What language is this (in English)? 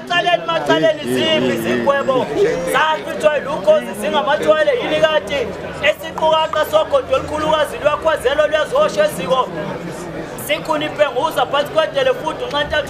Zulu